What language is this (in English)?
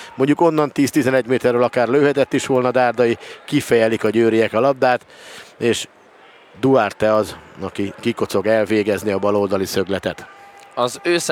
Hungarian